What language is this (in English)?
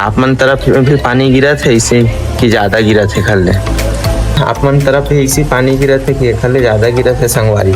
Chhattisgarhi